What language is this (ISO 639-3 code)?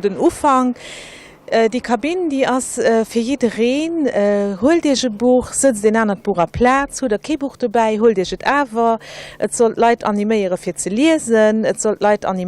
ltz